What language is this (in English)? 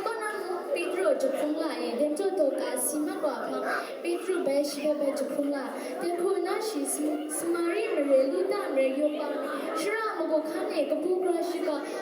Kachin